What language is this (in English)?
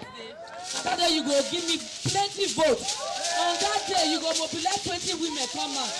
Nigerian Pidgin